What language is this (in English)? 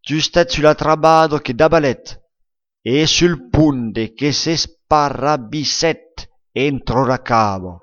Occitan